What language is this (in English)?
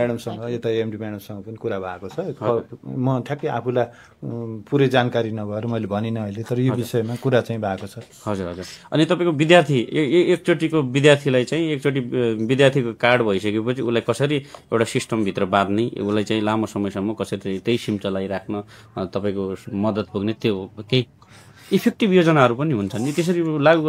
Nepali